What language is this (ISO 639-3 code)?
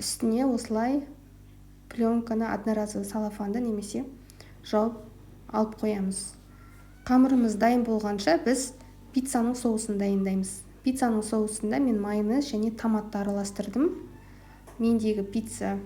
kaz